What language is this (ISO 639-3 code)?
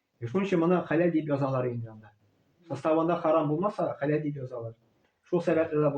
tat